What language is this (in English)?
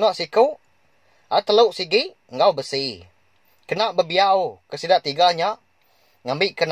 Iban